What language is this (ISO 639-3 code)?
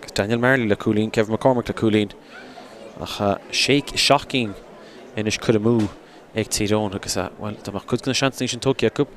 gle